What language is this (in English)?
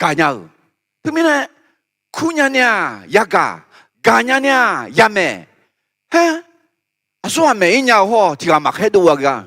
Akha